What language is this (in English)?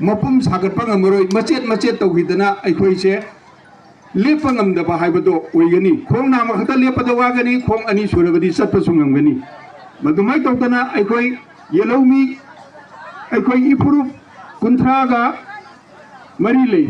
Manipuri